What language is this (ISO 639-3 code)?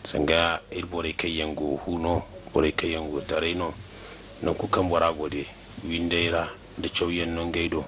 dje